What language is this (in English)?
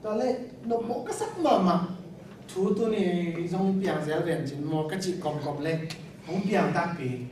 Tedim Chin